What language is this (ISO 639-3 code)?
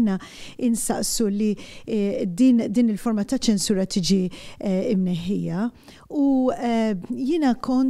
mlt